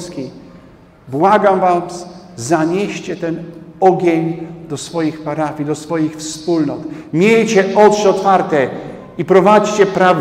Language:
Polish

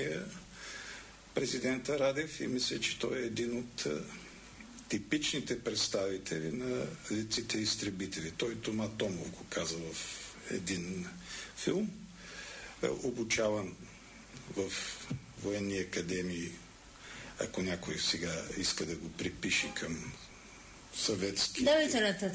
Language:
Bulgarian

